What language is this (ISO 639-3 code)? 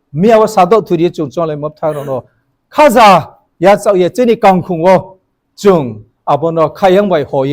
ria